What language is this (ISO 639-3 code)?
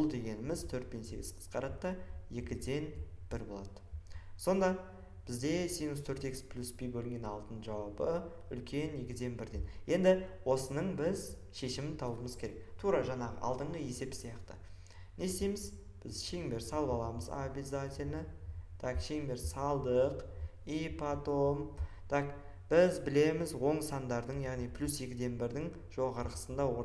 kaz